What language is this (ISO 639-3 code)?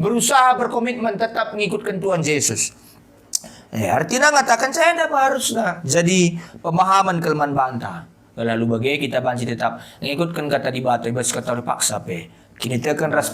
btx